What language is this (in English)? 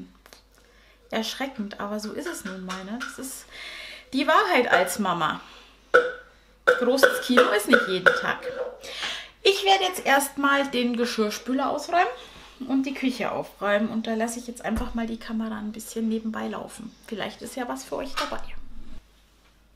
German